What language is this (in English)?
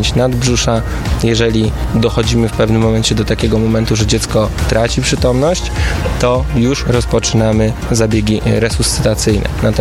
Polish